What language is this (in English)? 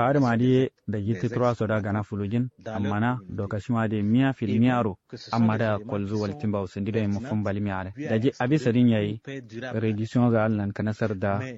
Kanuri